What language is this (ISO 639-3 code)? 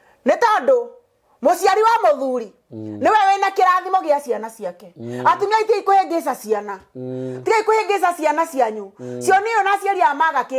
kik